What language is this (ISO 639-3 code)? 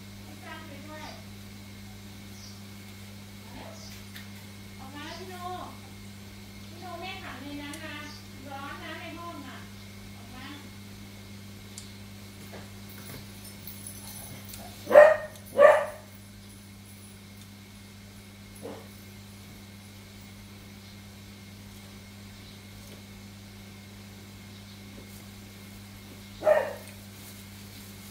tha